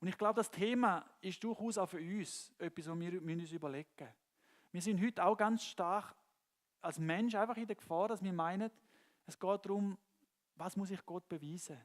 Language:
Swiss German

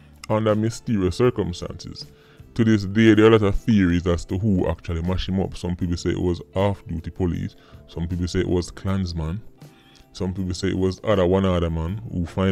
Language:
Jamaican Creole English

